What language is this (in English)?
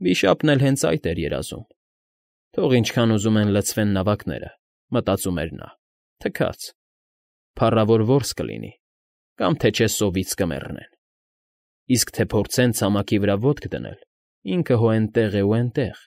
Armenian